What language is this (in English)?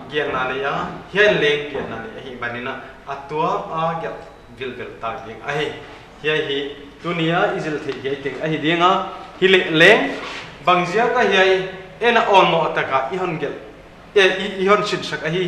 Paite Chin